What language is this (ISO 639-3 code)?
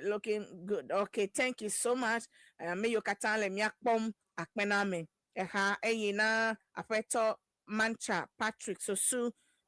ewe